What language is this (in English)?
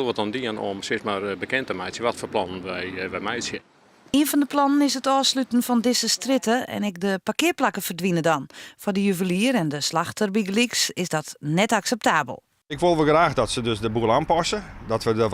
Western Frisian